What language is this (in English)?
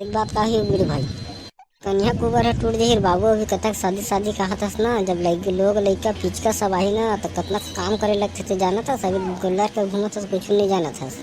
Chhattisgarhi